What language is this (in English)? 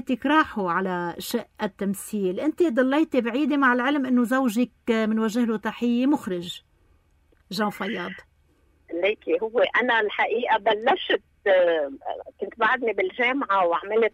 North Levantine Arabic